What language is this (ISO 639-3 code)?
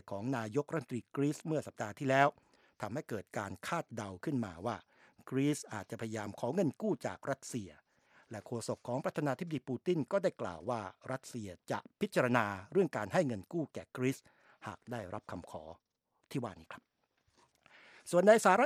tha